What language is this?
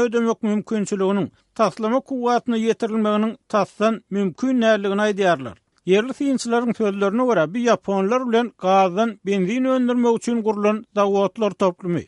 Turkmen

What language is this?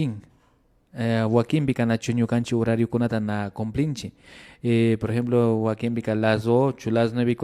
Imbabura Highland Quichua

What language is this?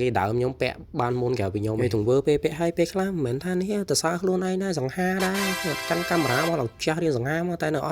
Khmer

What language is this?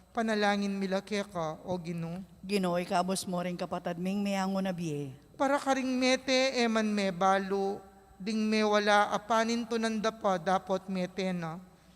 Pampanga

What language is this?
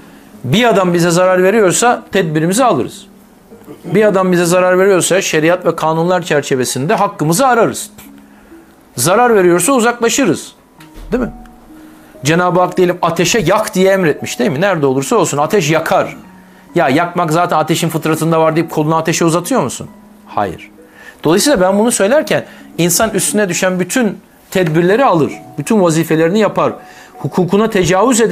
Turkish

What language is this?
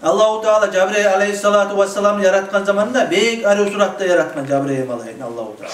Kumyk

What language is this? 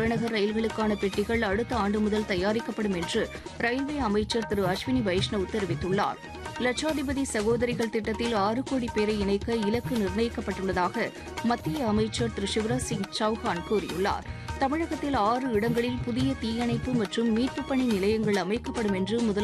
Tamil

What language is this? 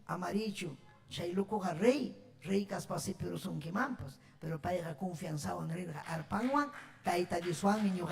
Ayacucho Quechua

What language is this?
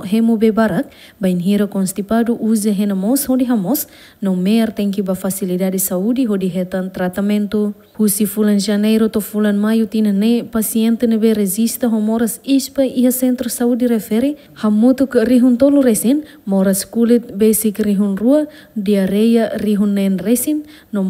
Tetum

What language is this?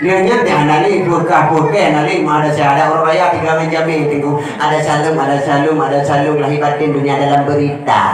Achinese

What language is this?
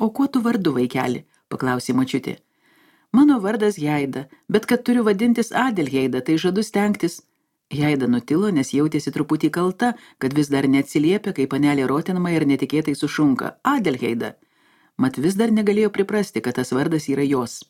Lithuanian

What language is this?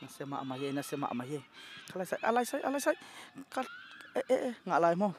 Tedim Chin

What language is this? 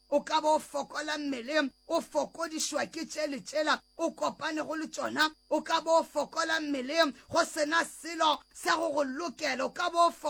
Northern Sotho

